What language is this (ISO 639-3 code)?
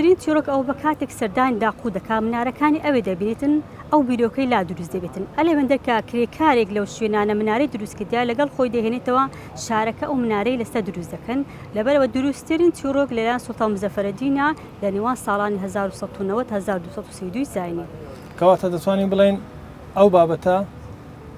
ckb